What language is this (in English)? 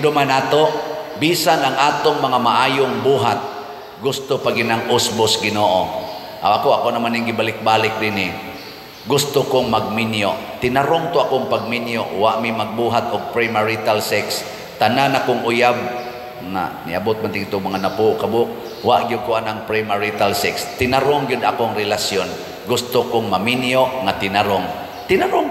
Cebuano